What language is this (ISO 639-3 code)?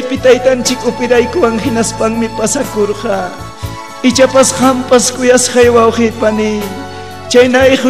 quy